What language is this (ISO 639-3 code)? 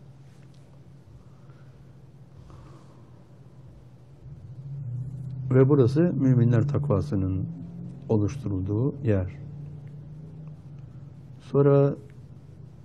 tur